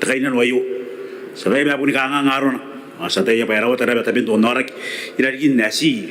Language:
Gilbertese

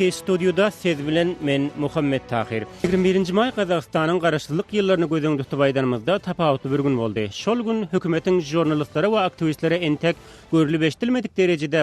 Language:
Turkmen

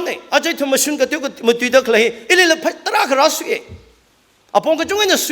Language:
Tangkhul Naga (India)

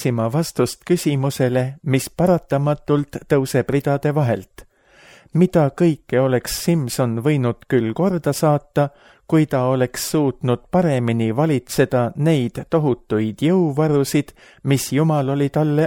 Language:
Estonian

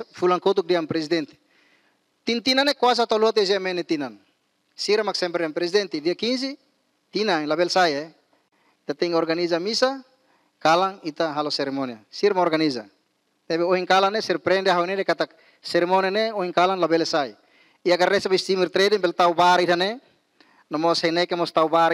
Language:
Tetum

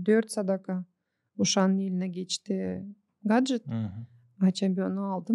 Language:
Gagauz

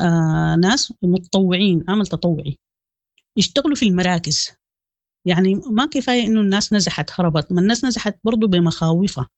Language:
Sudanese Arabic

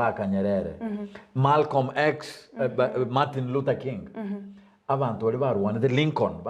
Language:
Gusii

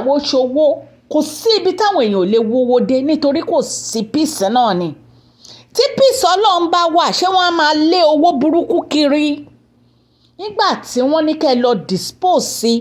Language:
Yoruba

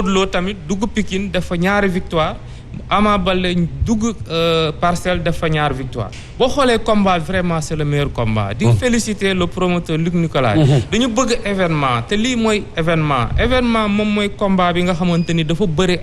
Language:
Wolof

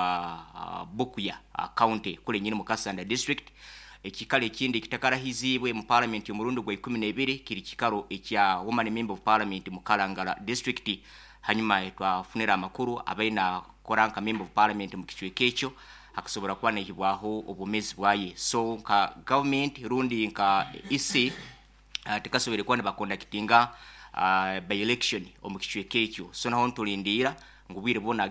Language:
Nyoro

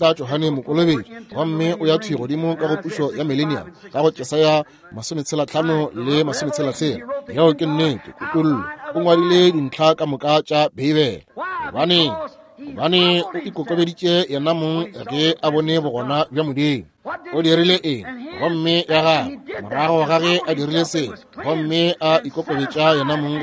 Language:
Northern Sotho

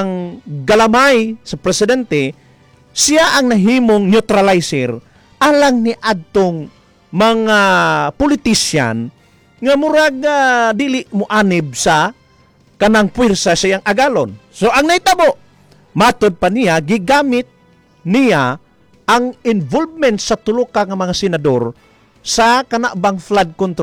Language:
Cebuano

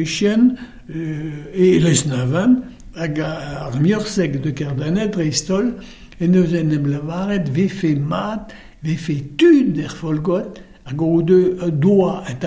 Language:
Breton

